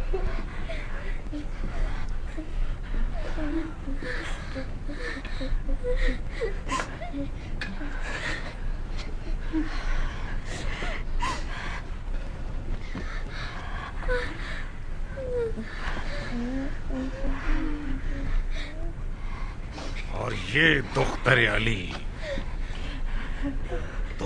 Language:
Urdu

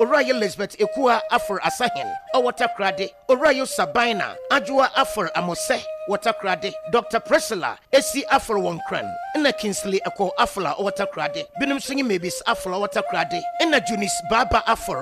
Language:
Akan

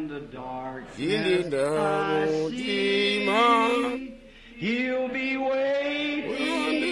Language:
Tonga (Zambia)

